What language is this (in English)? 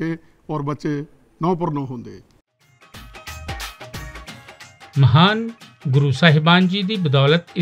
Punjabi